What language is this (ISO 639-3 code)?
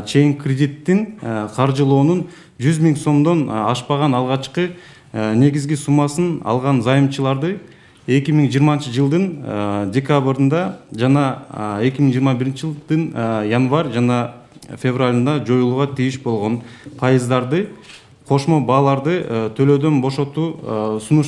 kir